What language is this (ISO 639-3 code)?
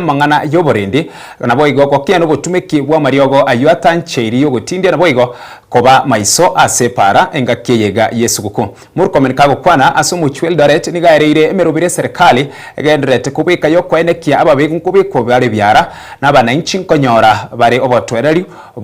guz